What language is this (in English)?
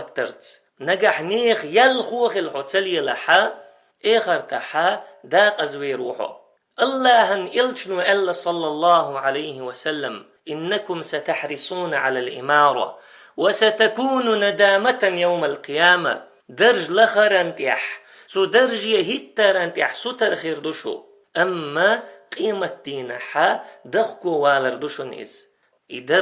Chechen